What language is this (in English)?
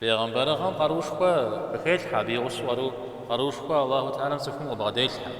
Kabardian